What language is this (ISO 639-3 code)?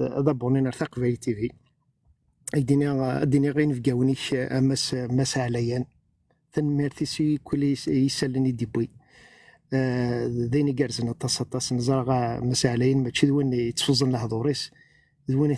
kab